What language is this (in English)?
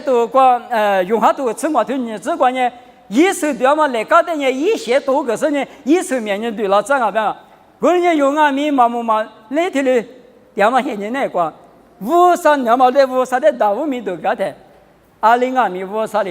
Lisu